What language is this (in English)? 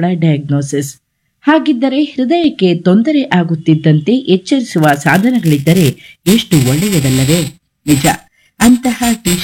Kannada